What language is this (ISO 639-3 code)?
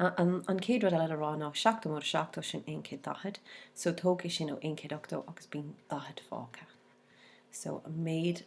gle